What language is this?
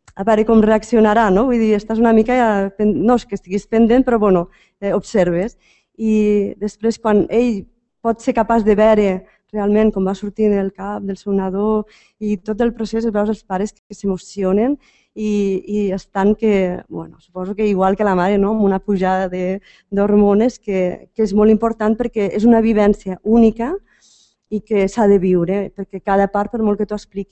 Catalan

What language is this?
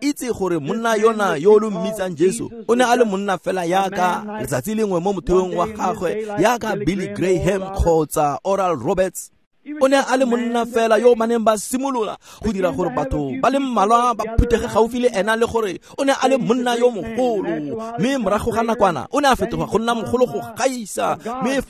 Tswana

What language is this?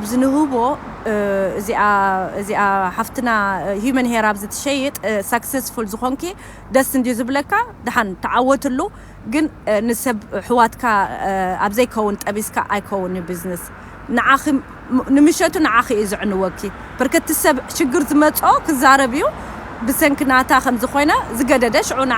Tigrinya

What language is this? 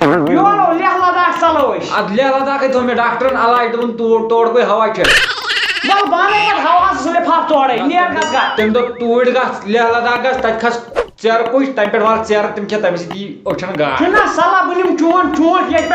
Kashmiri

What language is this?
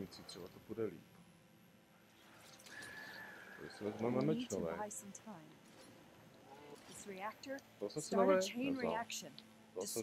Czech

